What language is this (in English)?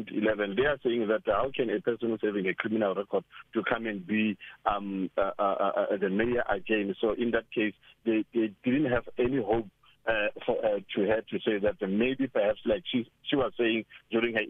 English